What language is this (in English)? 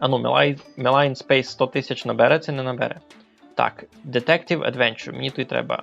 Rusyn